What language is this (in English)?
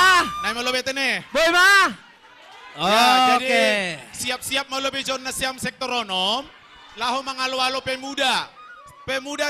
Batak Simalungun